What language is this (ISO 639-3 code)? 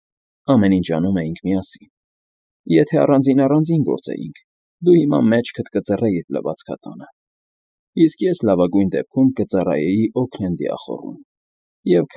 hye